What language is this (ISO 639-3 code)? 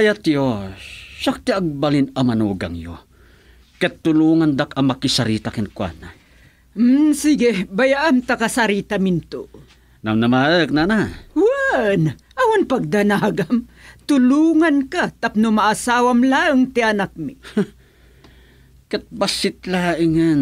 ilo